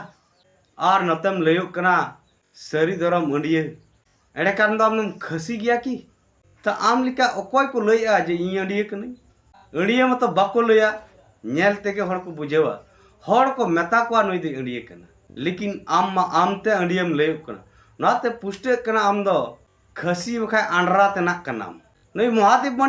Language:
Santali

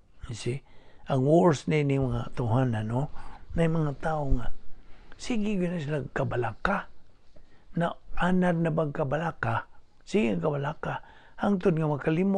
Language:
Cebuano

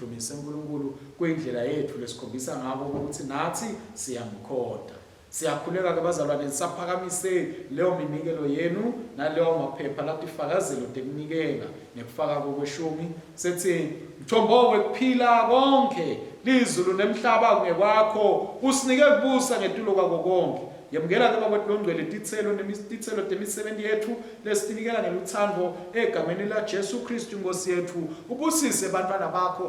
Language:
Swati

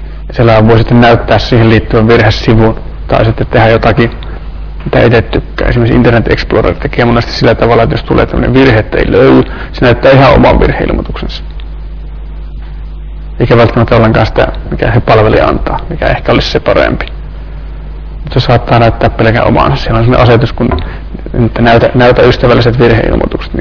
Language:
Finnish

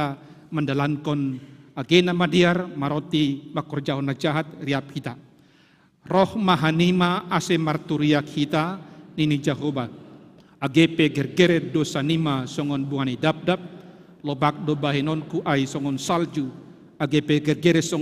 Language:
Batak Simalungun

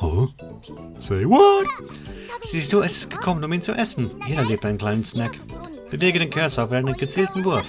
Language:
Swiss German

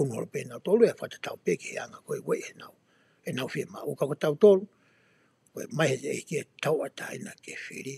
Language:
Tongan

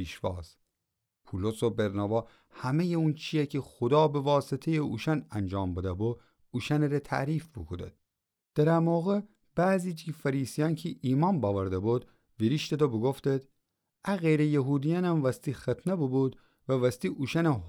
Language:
Gilaki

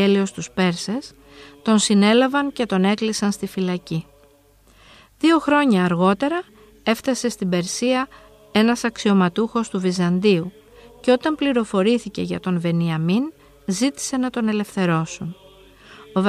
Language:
Greek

